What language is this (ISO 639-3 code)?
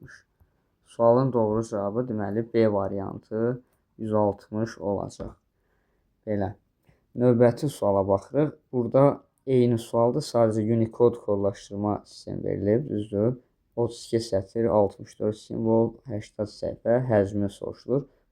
aze